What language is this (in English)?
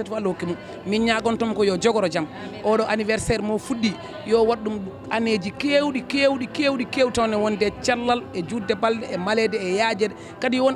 Fula